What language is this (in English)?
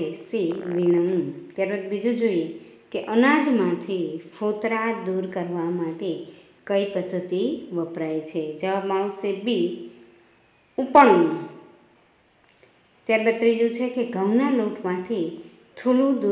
Gujarati